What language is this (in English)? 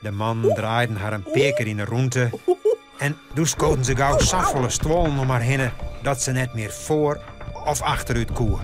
Western Frisian